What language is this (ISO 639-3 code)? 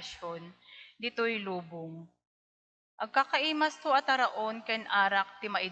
ilo